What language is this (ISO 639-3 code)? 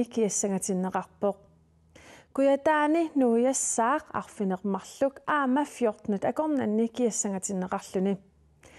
kal